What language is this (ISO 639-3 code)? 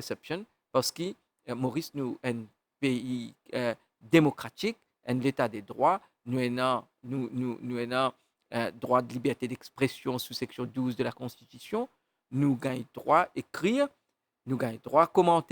mfe